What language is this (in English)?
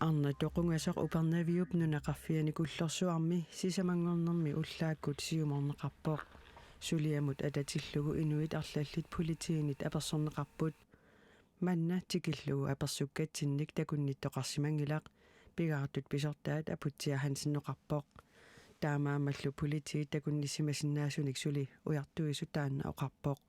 Kalaallisut